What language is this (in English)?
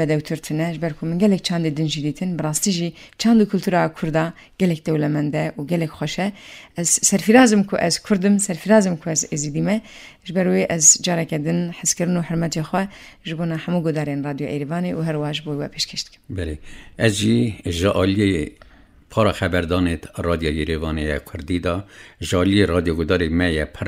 Kurdish